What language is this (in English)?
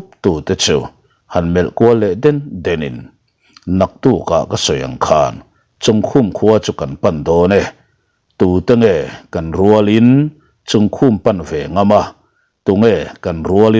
Mizo